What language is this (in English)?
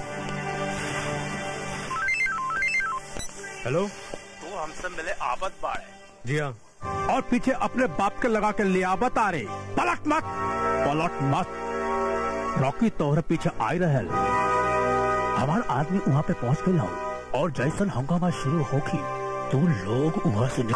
Bhojpuri